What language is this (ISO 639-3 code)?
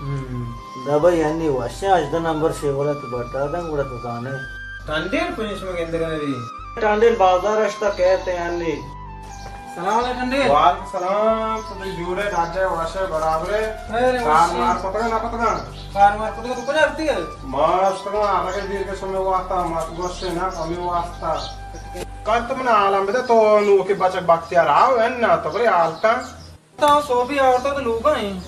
bal